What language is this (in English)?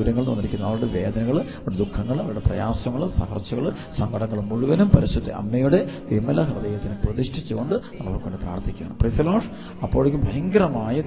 Malayalam